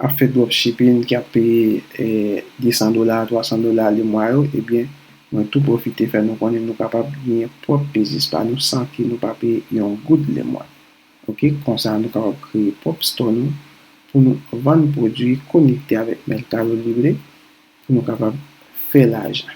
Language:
Haitian Creole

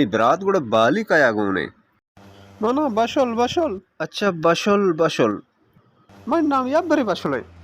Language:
Baluchi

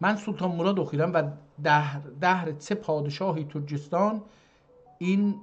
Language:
South Azerbaijani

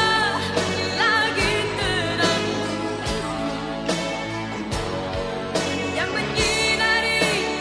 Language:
Indonesian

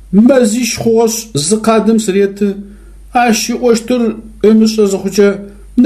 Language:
Adyghe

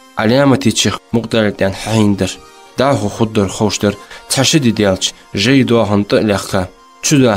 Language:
Ingush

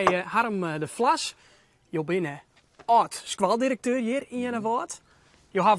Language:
Western Frisian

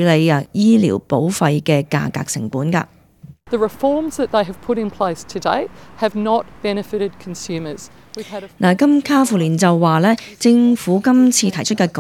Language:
Cantonese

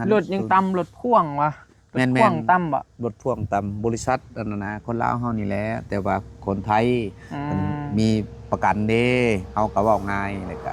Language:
Northeastern Thai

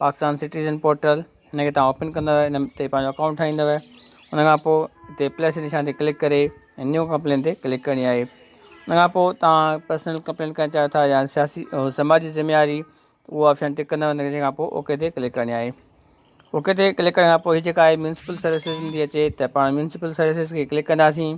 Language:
Sindhi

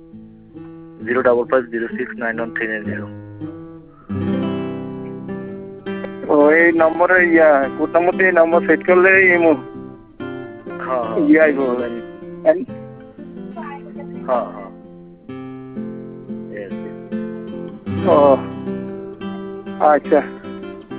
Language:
Bangla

